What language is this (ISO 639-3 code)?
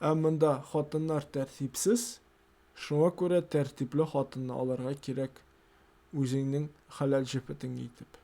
tat